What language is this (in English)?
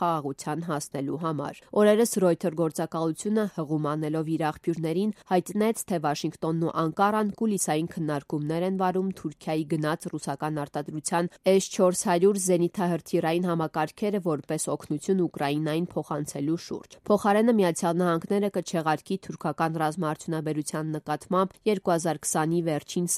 Armenian